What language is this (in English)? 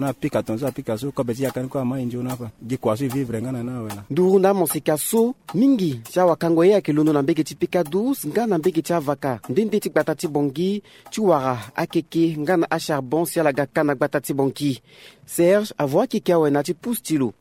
Sango